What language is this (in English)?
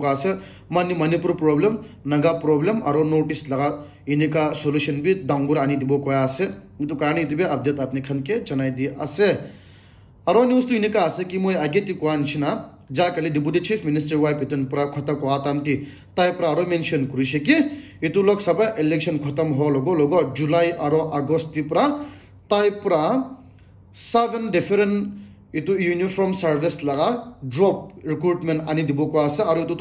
Naga Pidgin